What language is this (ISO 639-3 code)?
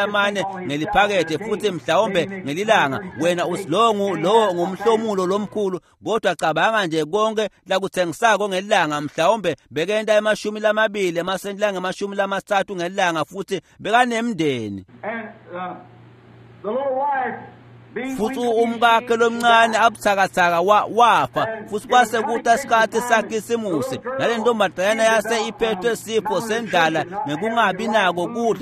ssw